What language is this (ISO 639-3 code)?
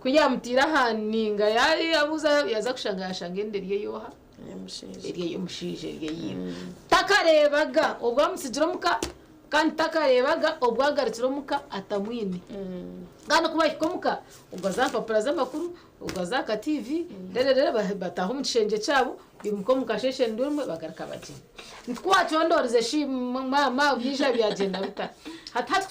nyn